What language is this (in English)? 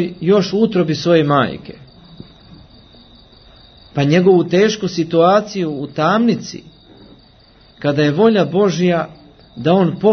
Croatian